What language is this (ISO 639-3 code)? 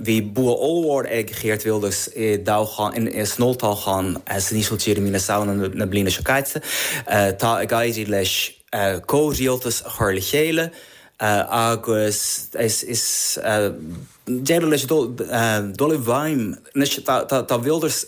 gle